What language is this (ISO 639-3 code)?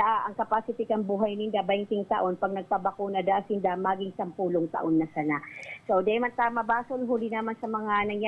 bik